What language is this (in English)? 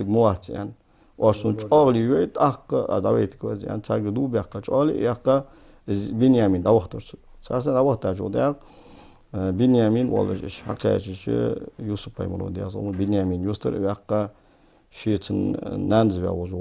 Ingush